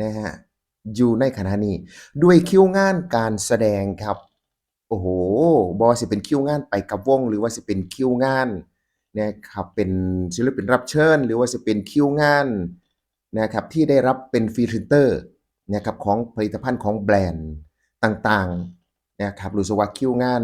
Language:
Northeastern Thai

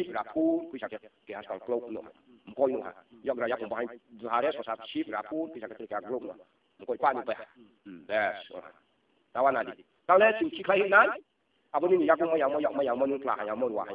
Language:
Riang (India)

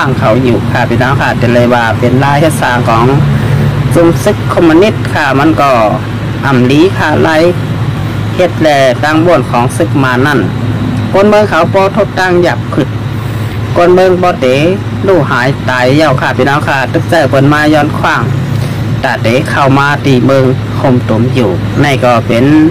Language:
Shan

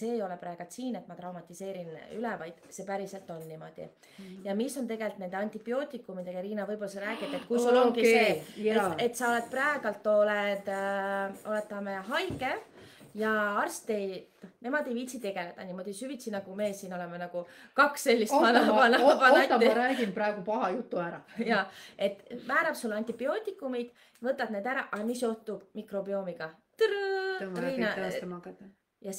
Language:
Estonian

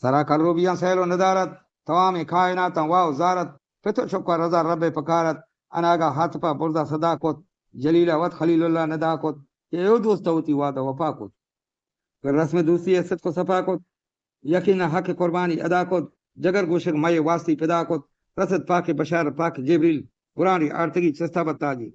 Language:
Eastern Balochi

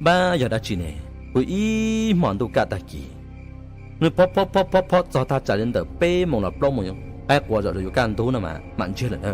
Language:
Hmong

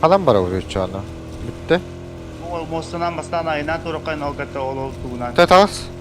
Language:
Yakut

